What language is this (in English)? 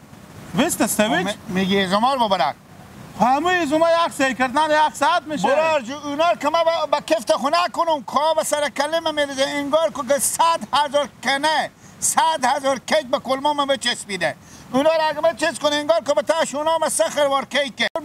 Persian